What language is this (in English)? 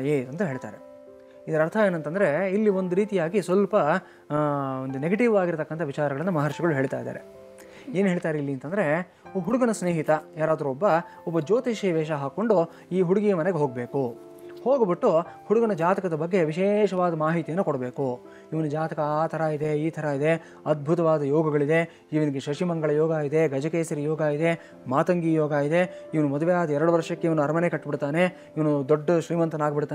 Kannada